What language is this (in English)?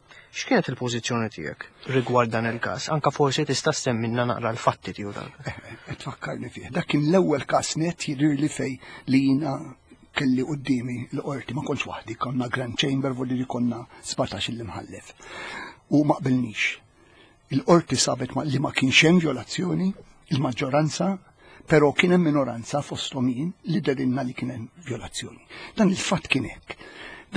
Maltese